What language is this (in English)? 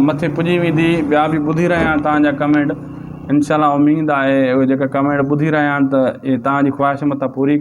Sindhi